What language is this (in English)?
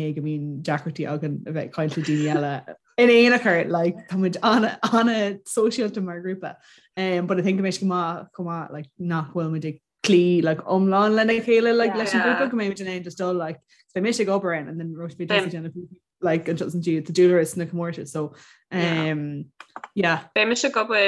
Irish